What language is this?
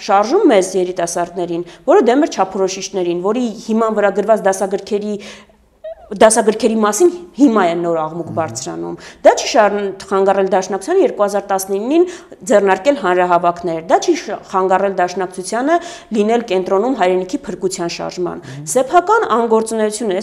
Armenian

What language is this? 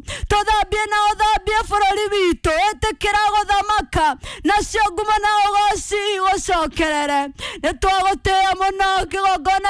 Kikuyu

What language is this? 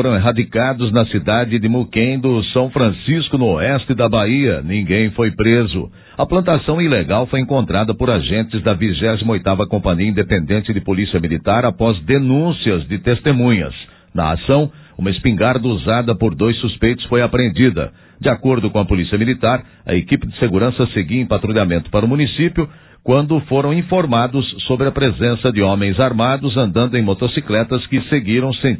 Portuguese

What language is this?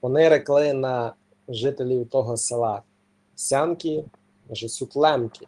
Rusyn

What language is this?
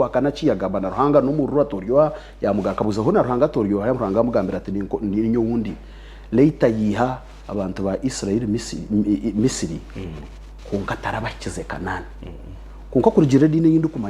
Nyankole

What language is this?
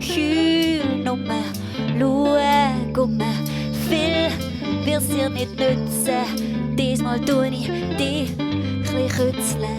Swiss German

